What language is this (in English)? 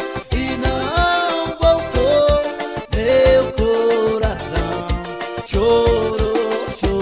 Portuguese